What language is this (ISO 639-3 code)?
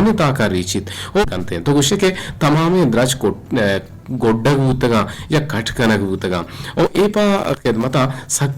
bgp